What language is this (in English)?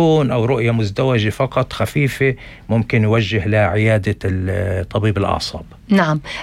North Levantine Arabic